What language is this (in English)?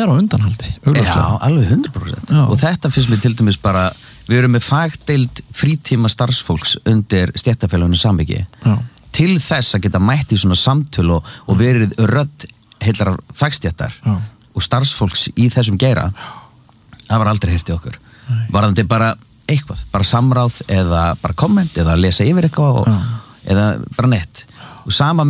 Icelandic